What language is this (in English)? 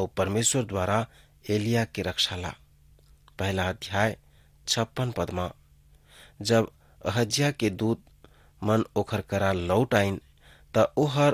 Chhattisgarhi